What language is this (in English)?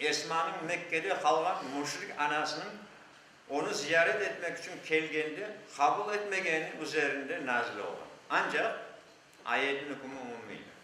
Crimean Tatar